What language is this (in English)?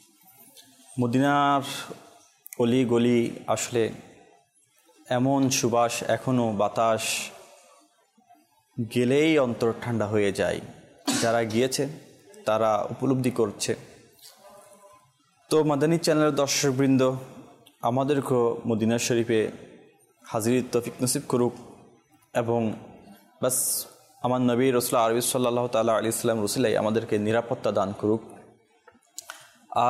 Bangla